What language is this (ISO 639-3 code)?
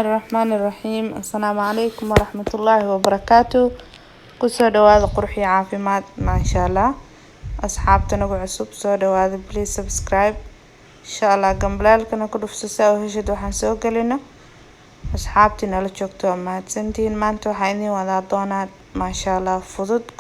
som